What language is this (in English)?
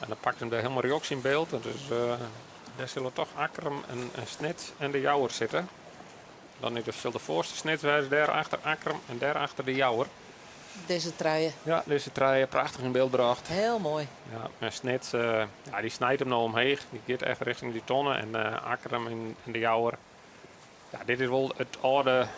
Western Frisian